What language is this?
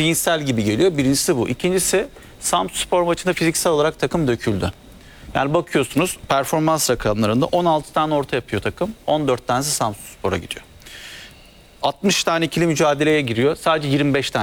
Turkish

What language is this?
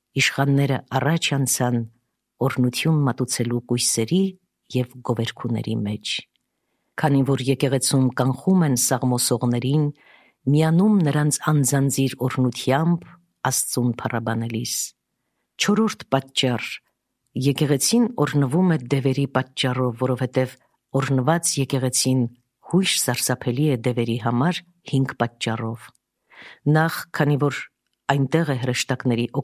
Armenian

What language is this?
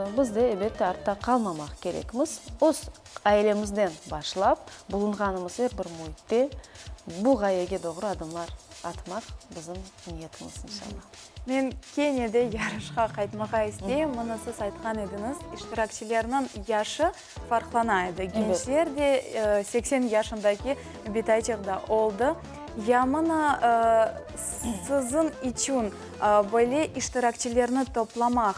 Crimean Tatar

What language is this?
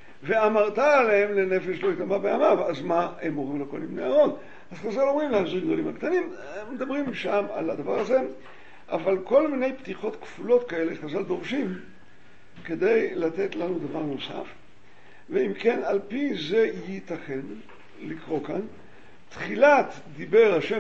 Hebrew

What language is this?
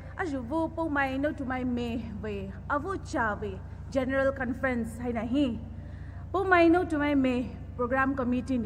Poumei Naga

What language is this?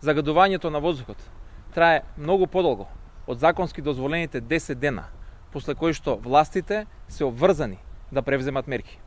Macedonian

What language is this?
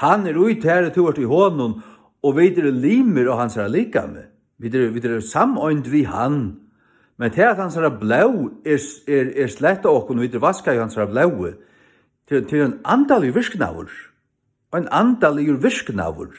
Faroese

